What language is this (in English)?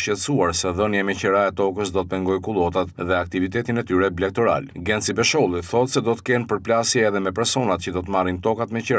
Albanian